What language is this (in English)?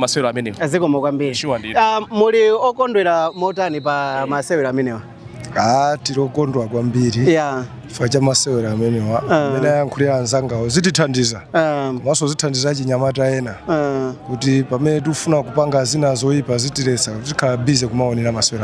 Nyanja